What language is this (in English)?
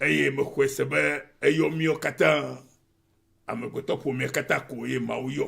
Ewe